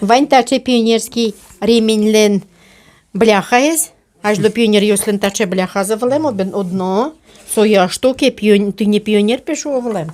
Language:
Udmurt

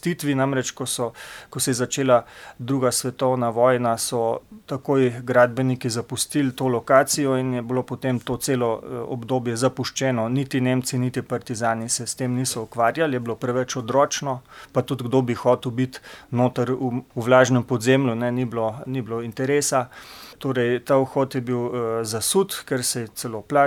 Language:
Slovenian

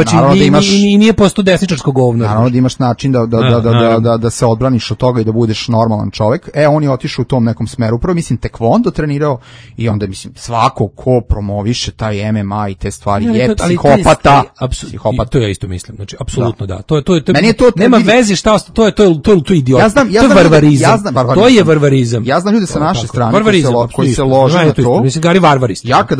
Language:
Serbian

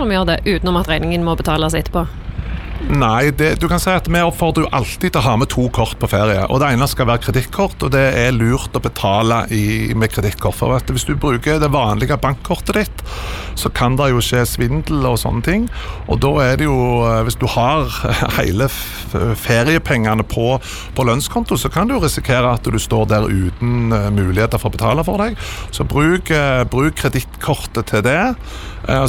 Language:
Norwegian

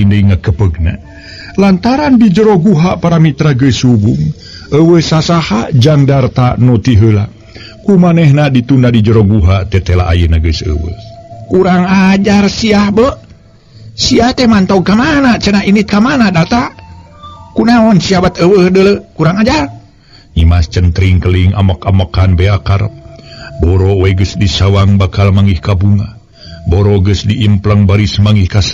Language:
Sundanese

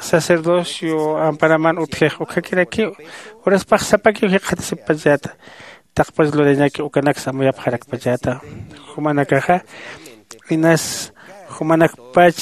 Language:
Aymara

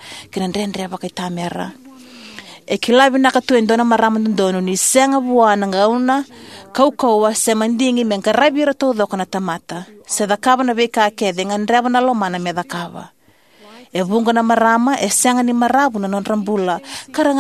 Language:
Fijian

